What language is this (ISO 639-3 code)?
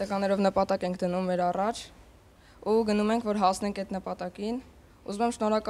hye